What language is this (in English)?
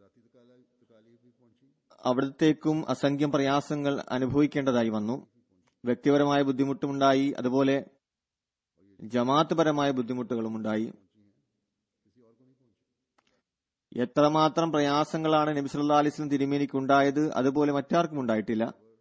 Malayalam